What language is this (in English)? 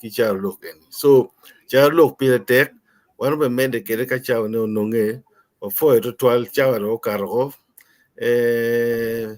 Acoli